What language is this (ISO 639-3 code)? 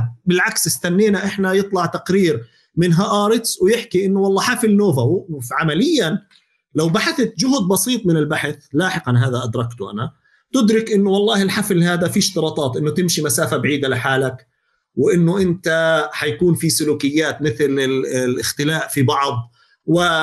apc